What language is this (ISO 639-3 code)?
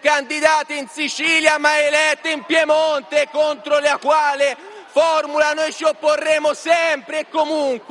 ita